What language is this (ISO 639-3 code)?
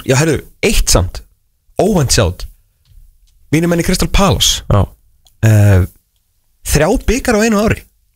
isl